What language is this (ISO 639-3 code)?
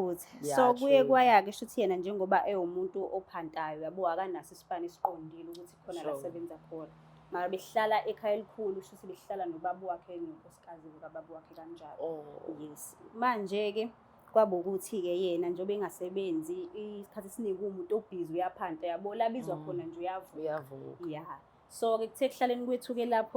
zul